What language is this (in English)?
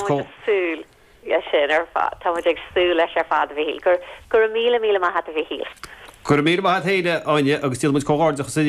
Irish